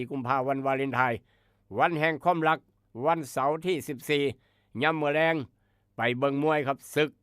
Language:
Northeastern Thai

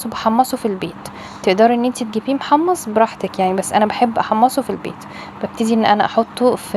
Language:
Egyptian Arabic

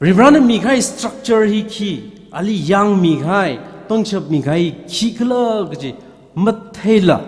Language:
Tangkhul Naga (India)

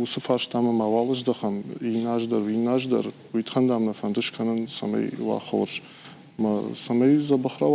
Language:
Ossetic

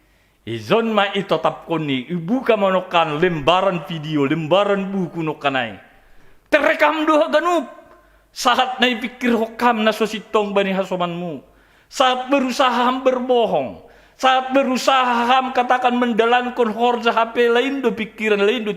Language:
Batak Simalungun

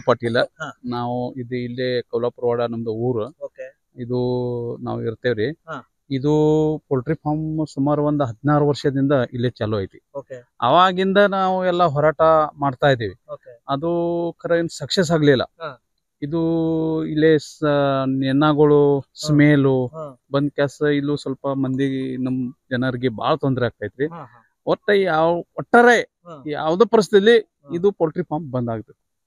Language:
Kannada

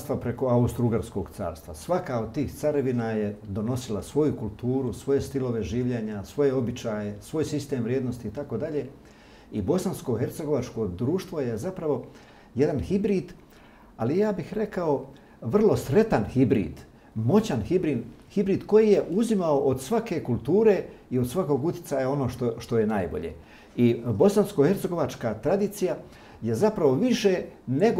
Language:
Bosnian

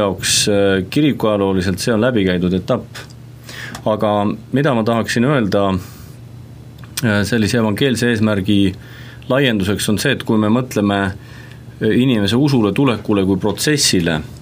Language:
Estonian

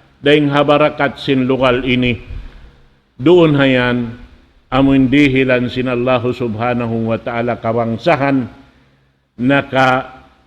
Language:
Tausug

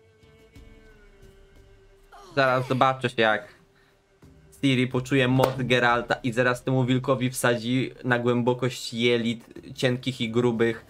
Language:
Polish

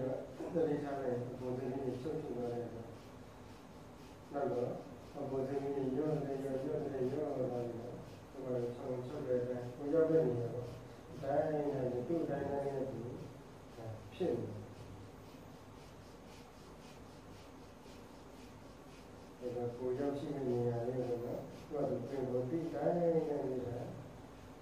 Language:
Burmese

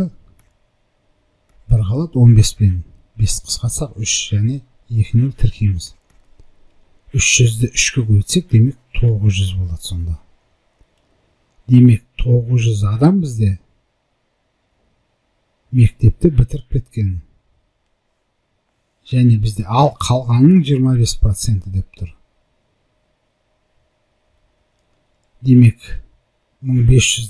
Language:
Kazakh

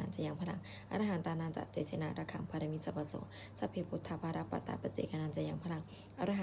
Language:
Pali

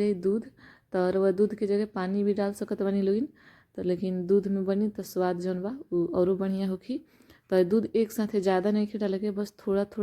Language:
Bhojpuri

